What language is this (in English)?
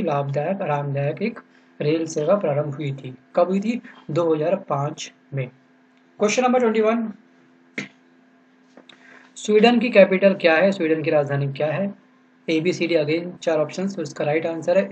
Hindi